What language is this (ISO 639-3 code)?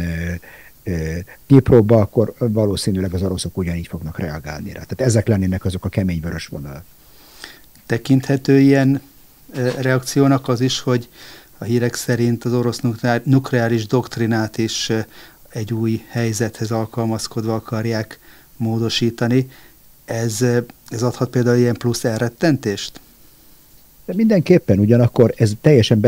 hun